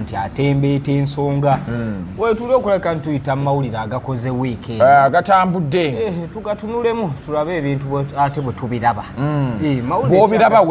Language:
Ganda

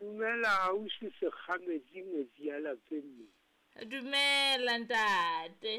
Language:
Southern Sotho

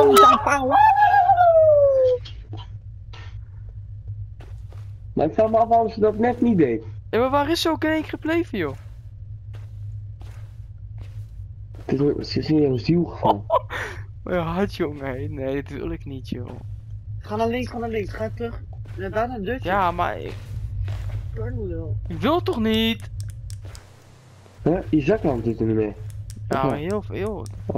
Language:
Dutch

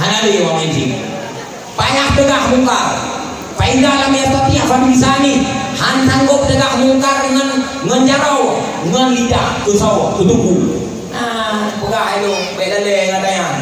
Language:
Achinese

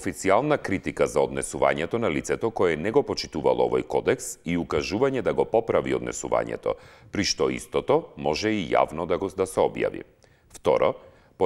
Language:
Macedonian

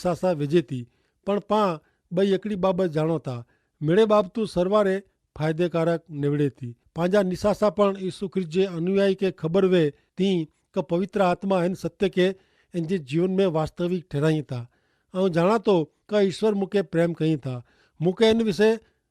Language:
Kachhi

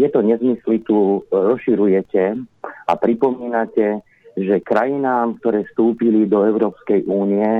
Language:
Slovak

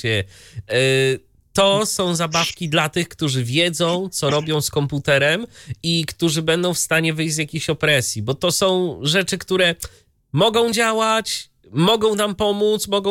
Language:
Polish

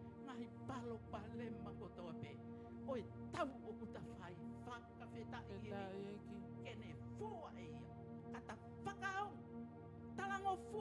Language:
Tongan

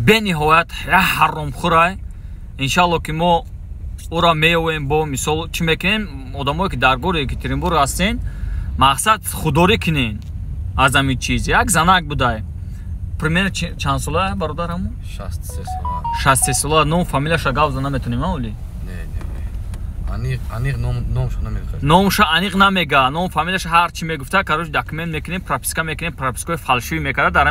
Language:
Tajik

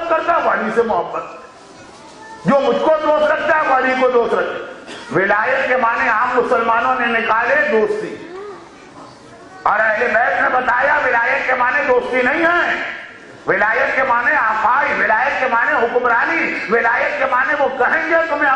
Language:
Urdu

